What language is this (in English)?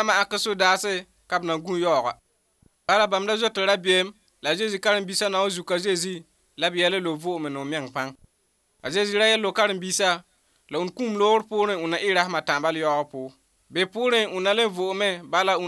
Mossi